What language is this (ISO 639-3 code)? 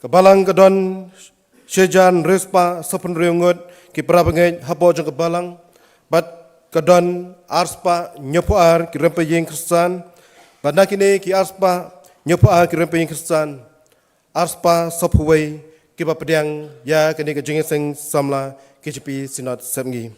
kha